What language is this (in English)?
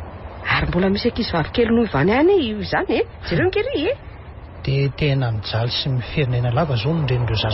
Malagasy